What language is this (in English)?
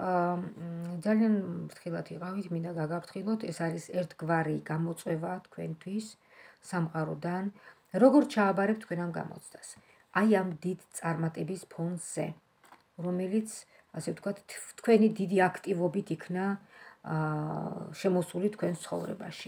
Georgian